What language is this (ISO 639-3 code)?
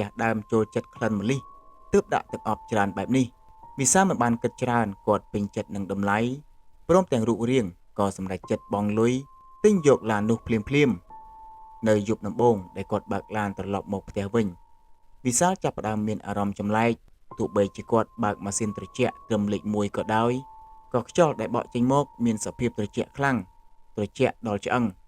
khm